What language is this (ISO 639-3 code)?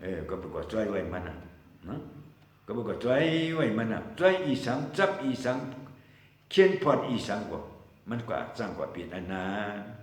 shn